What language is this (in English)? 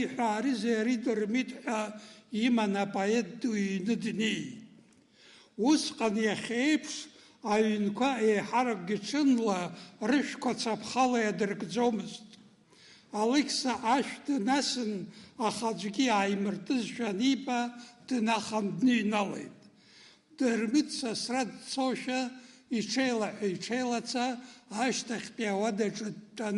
Abkhazian